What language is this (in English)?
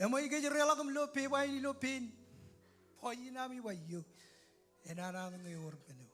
Marshallese